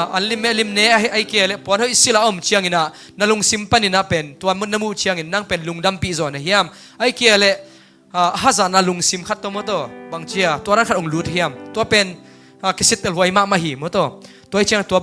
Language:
Tedim Chin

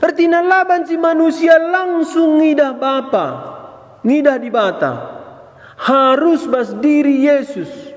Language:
Batak Karo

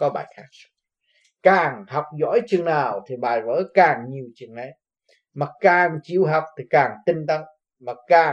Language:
Vietnamese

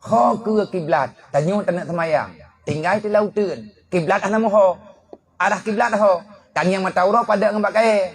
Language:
Achinese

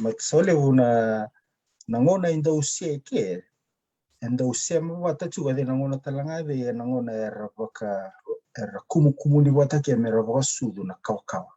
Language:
Fijian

